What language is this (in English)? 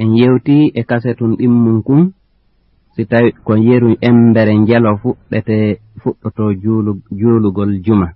Fula